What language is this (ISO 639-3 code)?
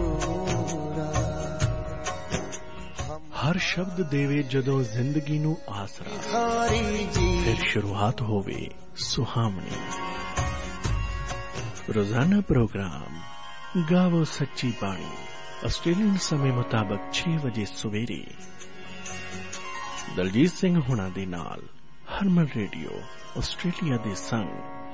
pan